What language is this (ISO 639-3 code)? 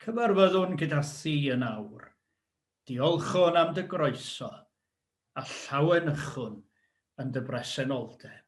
cym